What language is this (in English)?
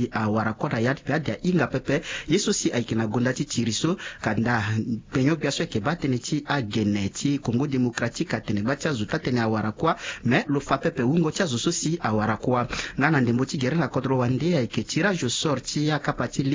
Sango